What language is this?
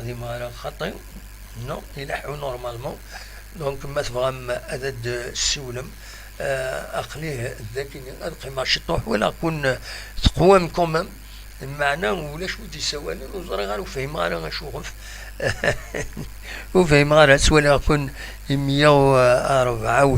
Kabyle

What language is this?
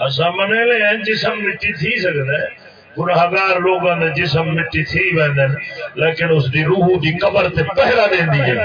Saraiki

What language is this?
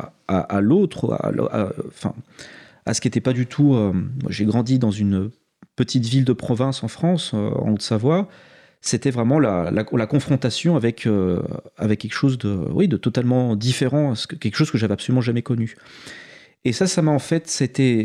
French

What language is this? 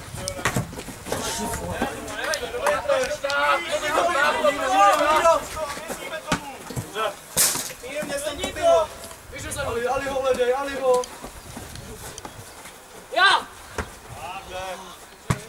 Czech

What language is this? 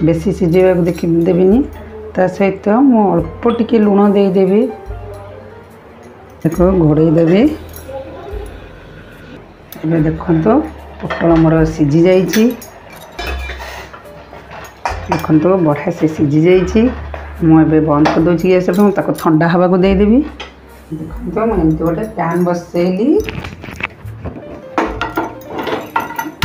Odia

